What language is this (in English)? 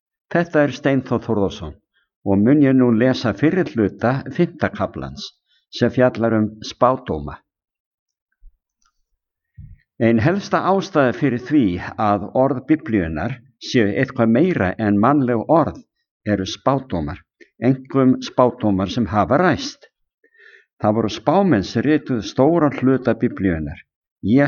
Icelandic